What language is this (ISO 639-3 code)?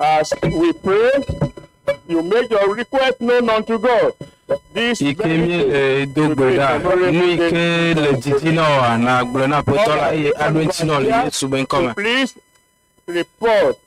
ewe